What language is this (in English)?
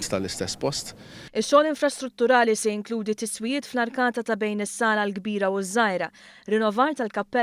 Maltese